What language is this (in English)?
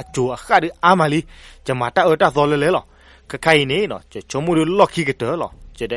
S'gaw Karen